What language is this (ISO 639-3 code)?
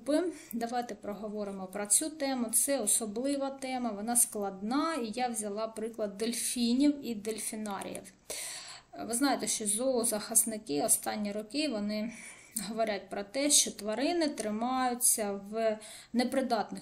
ukr